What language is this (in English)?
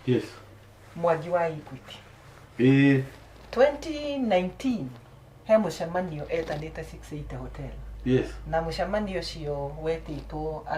Kikuyu